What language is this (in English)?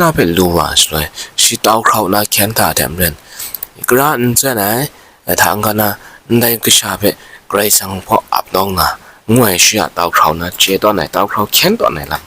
Kachin